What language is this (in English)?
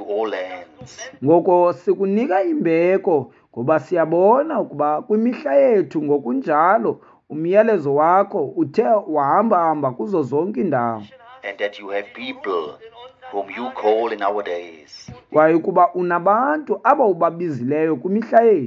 Xhosa